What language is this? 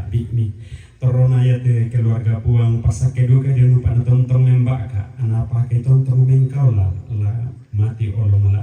Toraja-Sa'dan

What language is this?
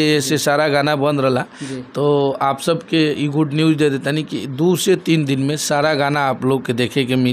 Bhojpuri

